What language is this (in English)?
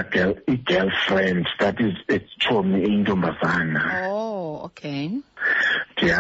Xhosa